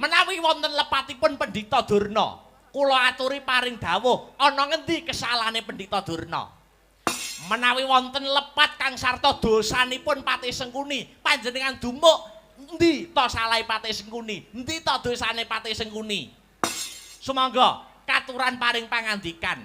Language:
Javanese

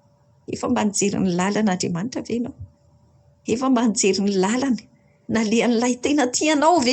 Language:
Malagasy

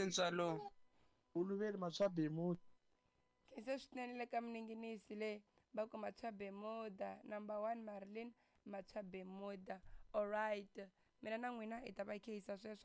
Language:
Tsonga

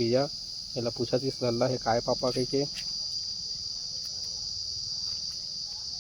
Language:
Chhattisgarhi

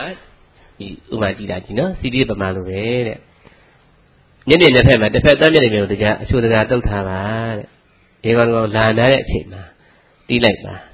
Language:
Burmese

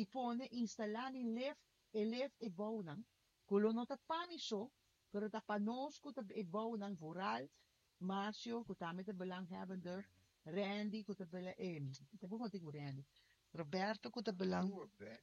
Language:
Papiamento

